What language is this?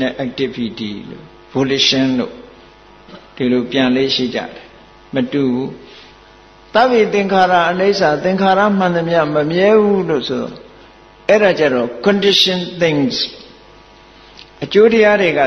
Burmese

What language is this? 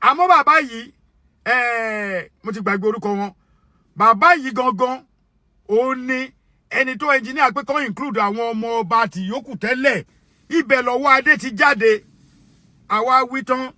Yoruba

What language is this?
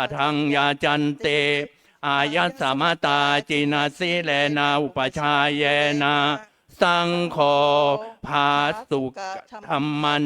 Pali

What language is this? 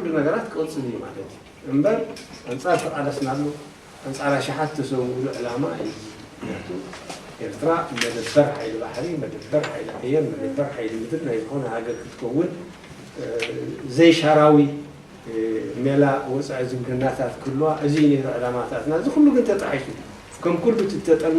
Tigrinya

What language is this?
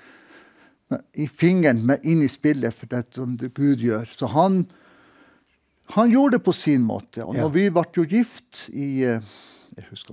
Norwegian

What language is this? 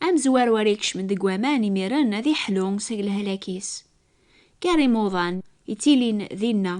Kabyle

